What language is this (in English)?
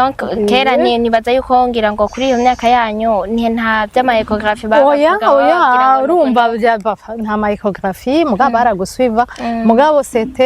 Rundi